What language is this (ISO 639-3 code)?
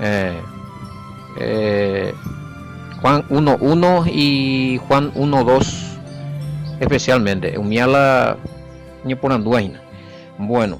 grn